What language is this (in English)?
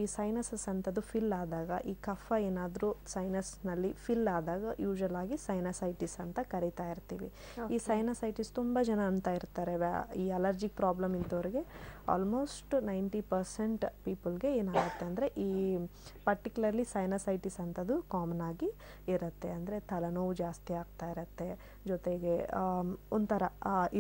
Kannada